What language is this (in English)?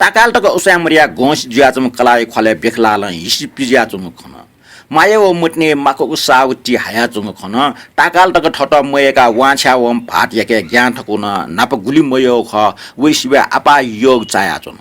Newari